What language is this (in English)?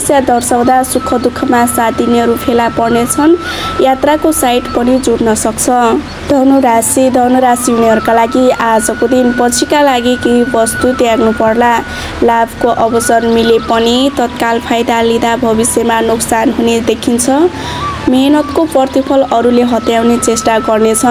Nepali